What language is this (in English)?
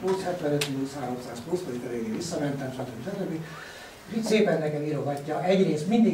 Hungarian